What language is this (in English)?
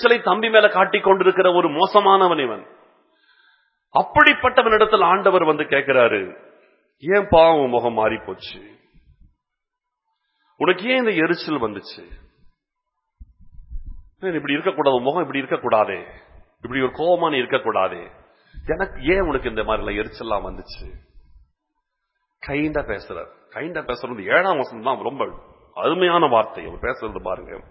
Tamil